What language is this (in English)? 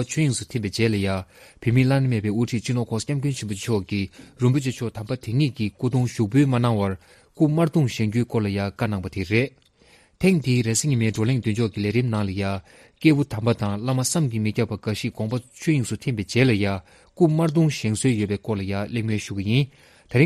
Tibetan